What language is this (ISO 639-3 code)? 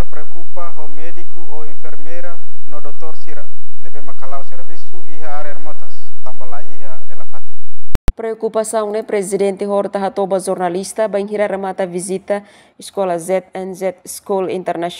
tet